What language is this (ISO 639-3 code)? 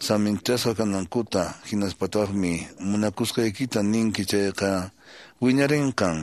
que